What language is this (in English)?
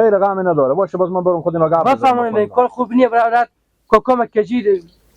Hazaragi